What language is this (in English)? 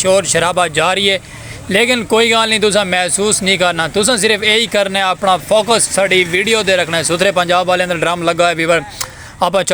Saraiki